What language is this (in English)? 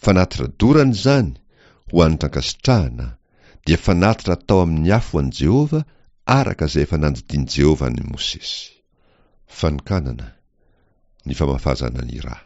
Malagasy